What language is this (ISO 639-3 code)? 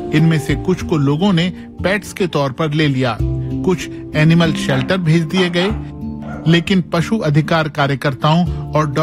hin